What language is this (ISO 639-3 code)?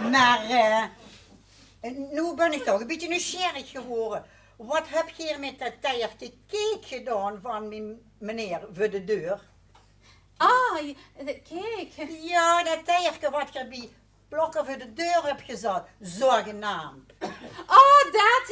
lim